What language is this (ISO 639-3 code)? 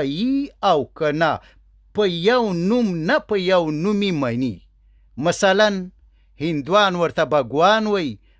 pus